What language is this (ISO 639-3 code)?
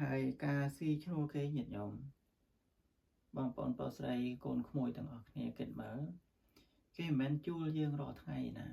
khm